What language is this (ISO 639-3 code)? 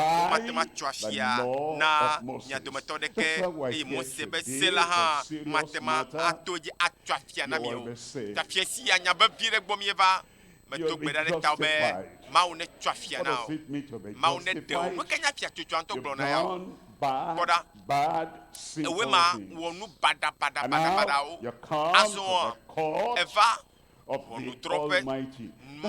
ewe